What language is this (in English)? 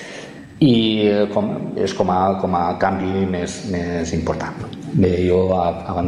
Catalan